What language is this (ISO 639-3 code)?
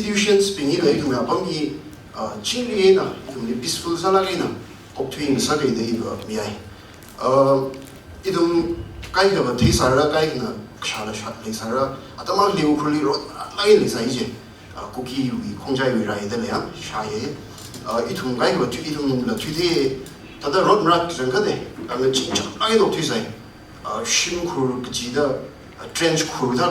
nmf